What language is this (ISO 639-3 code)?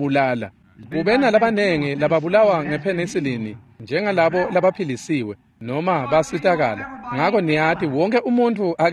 ssw